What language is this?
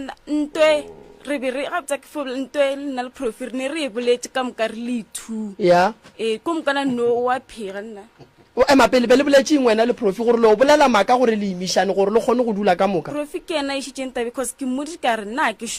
Northern Sotho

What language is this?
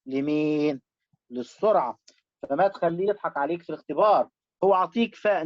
Egyptian Arabic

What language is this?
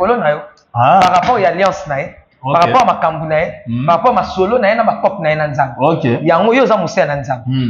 Lingala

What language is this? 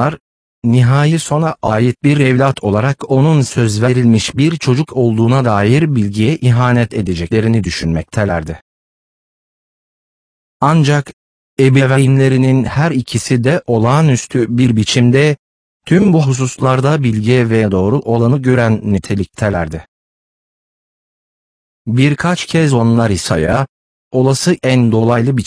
Turkish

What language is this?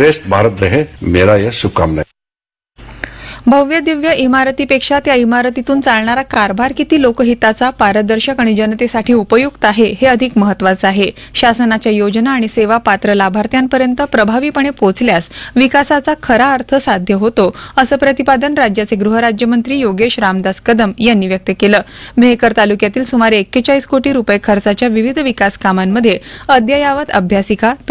Marathi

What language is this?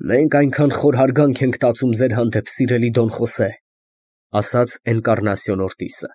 Armenian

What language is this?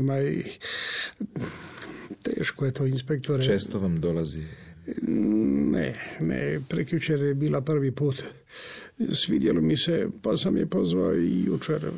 Croatian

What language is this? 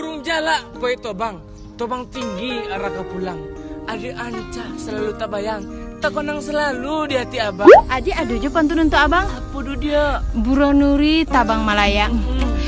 Minangkabau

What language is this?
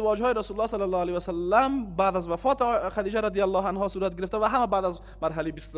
Persian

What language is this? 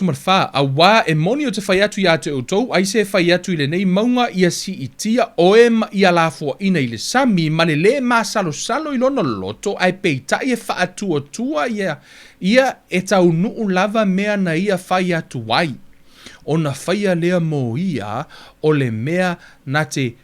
Samoan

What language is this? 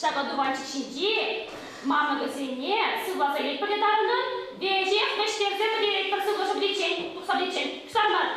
Chuvash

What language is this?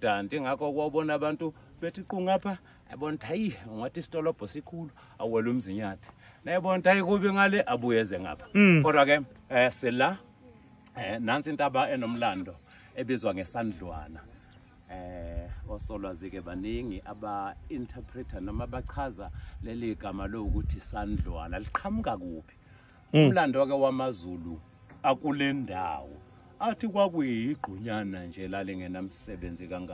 Zulu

